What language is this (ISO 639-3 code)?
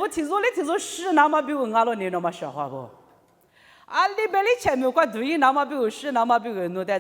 lis